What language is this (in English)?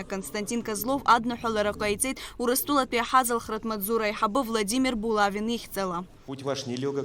Abkhazian